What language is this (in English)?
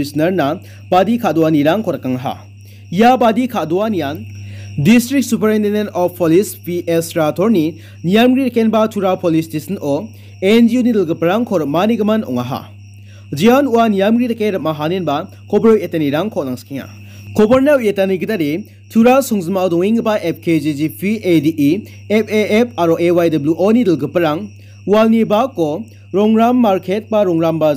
Garo